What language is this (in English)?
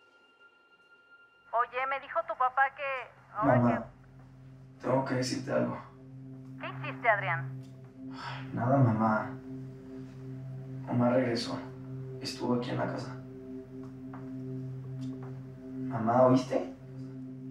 Spanish